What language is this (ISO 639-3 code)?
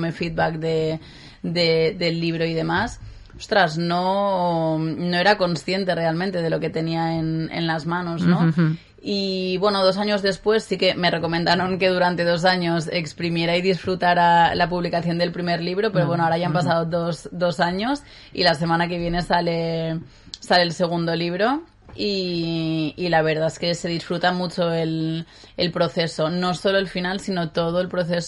spa